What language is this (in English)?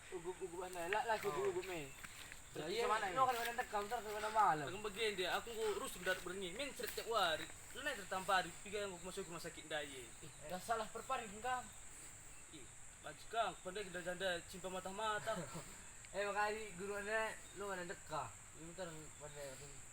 Batak Karo